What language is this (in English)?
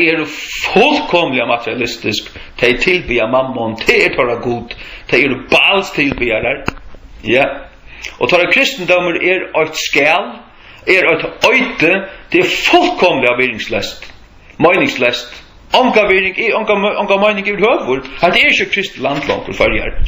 Faroese